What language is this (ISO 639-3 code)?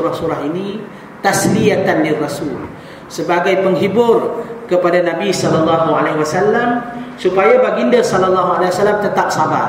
msa